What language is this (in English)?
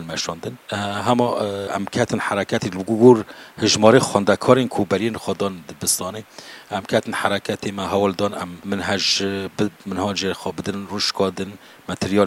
Kurdish